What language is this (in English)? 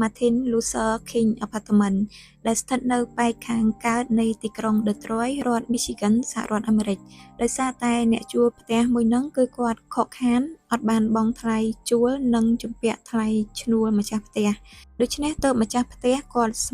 Khmer